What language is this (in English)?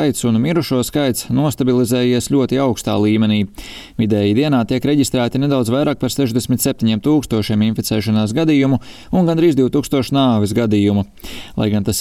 Latvian